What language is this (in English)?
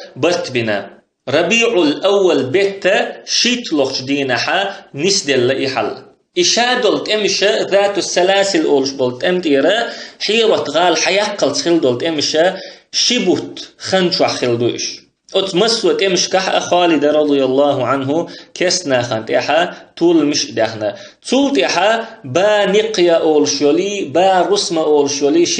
Chechen